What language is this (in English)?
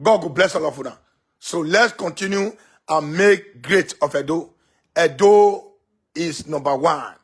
Nigerian Pidgin